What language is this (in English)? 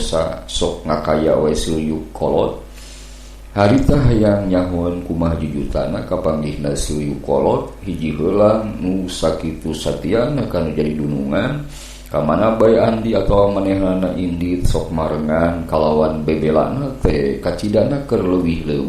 Sundanese